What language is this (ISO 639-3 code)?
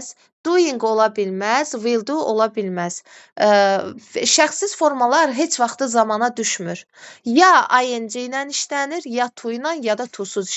aze